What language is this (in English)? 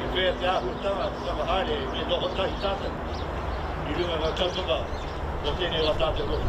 Māori